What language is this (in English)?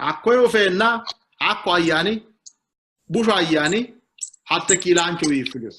Sidamo